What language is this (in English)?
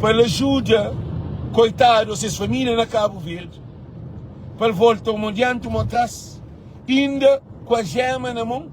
Kabuverdianu